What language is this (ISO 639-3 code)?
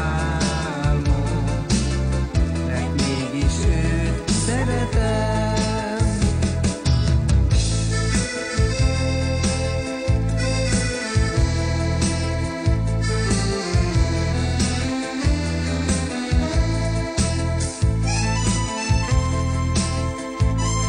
hun